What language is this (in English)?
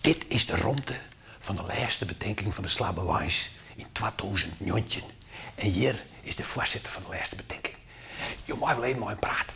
Western Frisian